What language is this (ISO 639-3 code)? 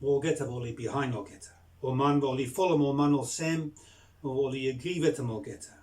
bis